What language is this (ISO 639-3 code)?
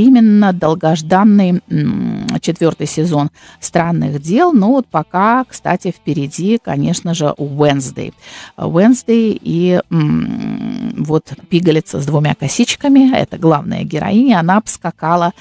rus